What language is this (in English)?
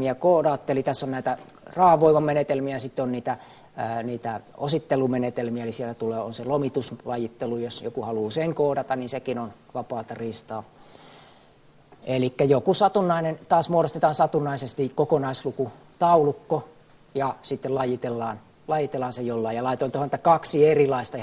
Finnish